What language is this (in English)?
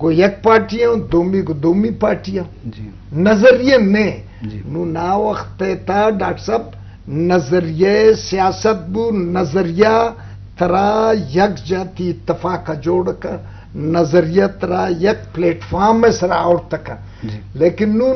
Eastern Balochi